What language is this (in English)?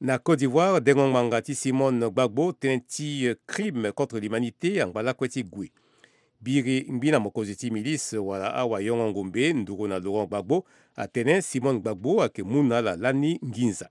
Sango